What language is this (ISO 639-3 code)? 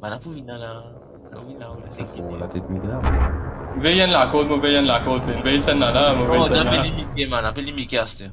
mfe